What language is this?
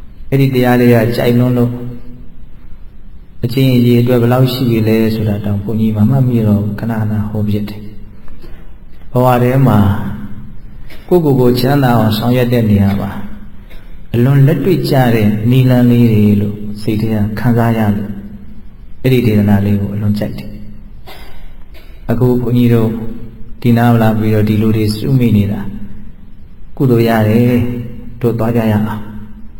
Burmese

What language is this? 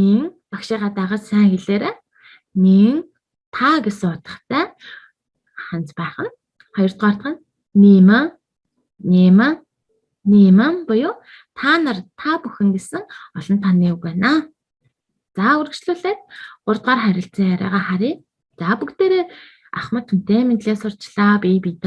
Mongolian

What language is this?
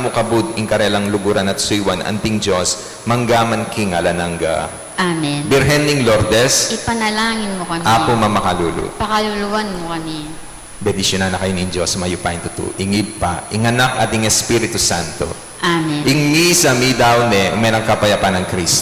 Pampanga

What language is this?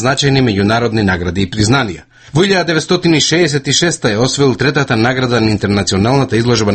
Macedonian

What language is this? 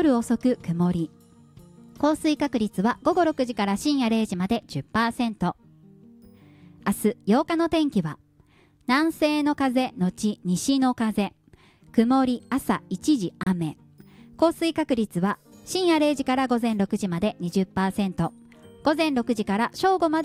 Japanese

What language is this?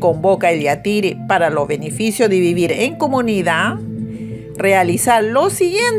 Aymara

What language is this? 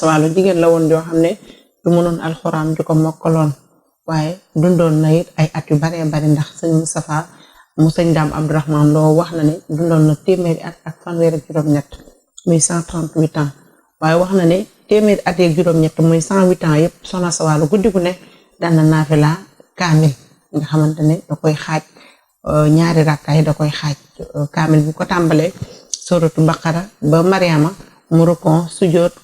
Wolof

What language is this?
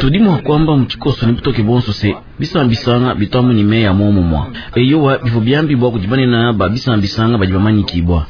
Luba-Lulua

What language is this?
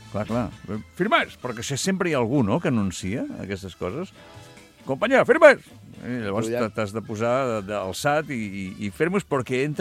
Catalan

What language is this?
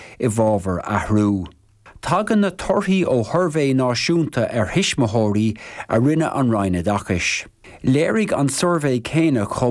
Irish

